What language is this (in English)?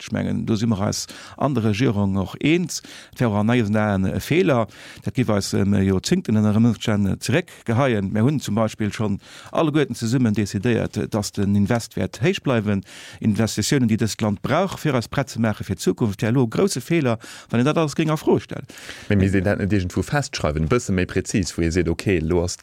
Luxembourgish